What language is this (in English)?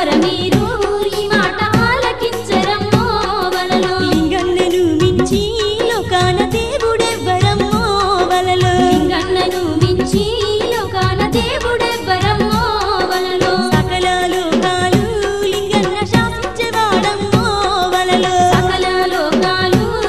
Telugu